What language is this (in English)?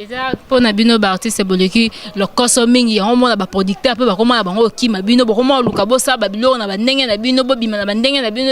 Lingala